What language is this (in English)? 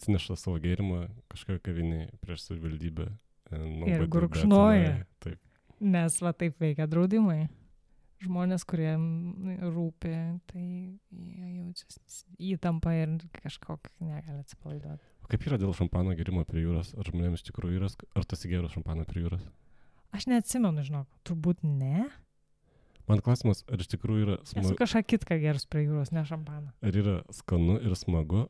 Lithuanian